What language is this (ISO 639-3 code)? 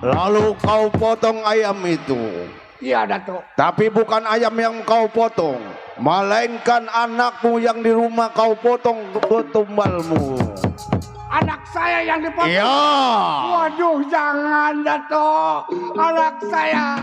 bew